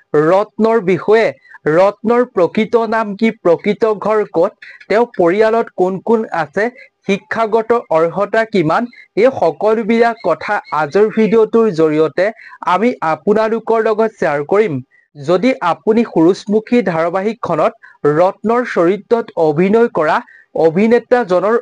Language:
Assamese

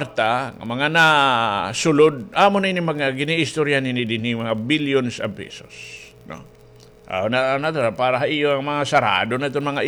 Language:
Waray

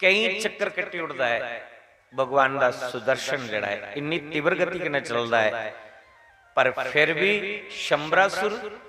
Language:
Dogri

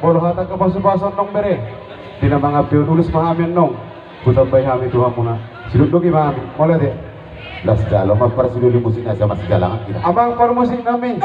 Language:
Batak Toba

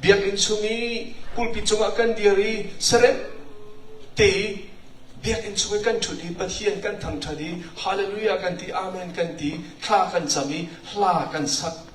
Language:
Hakha Chin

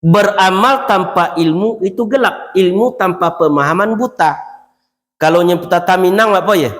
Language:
Minangkabau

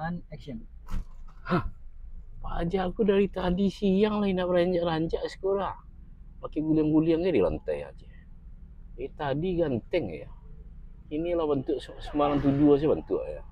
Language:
Minangkabau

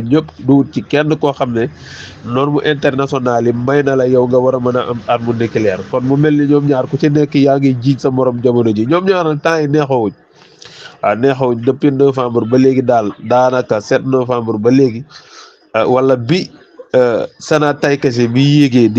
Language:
Wolof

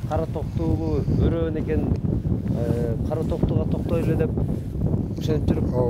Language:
Kyrgyz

